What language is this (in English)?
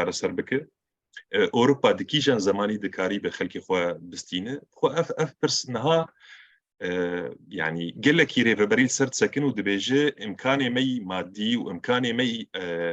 Kurdish